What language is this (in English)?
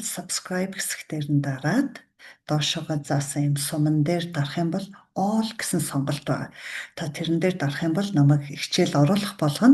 Mongolian